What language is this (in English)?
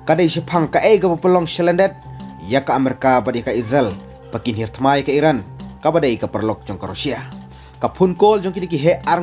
Khasi